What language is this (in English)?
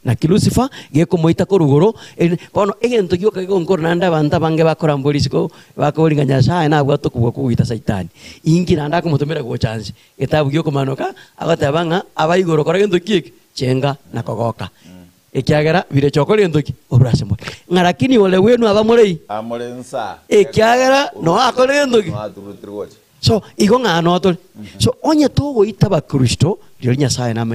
Gusii